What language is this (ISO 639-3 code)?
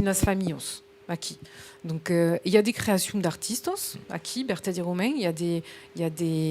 oci